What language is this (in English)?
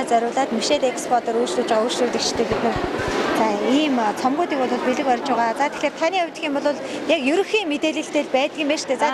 Mongolian